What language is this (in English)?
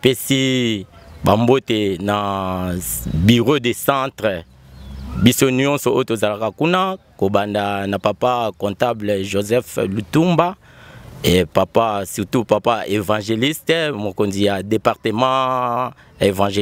Lingala